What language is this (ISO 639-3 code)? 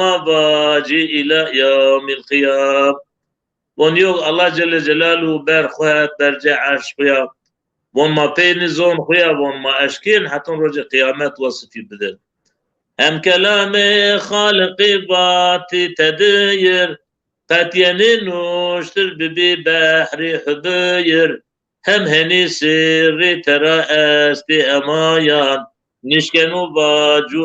zza